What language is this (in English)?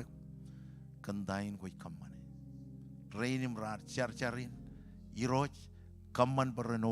Marshallese